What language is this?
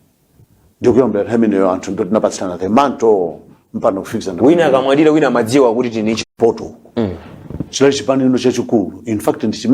Nyanja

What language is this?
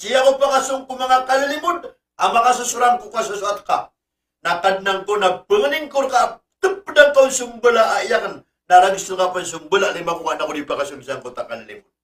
Maranao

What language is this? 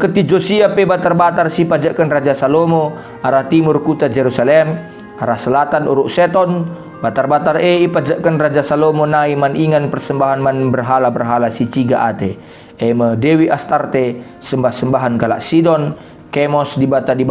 Batak Karo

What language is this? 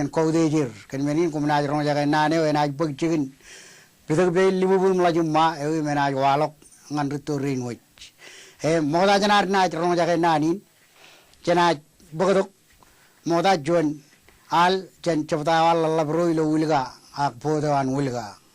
Marshallese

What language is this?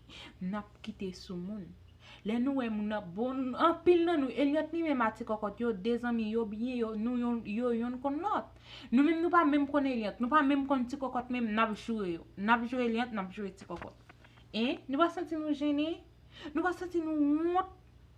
Haitian Creole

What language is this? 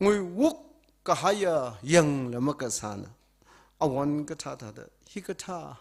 Tangkhul Naga (India)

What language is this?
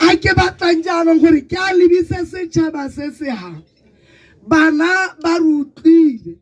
Tswana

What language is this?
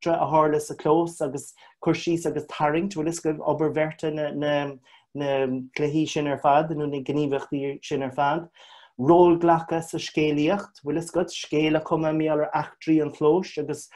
Irish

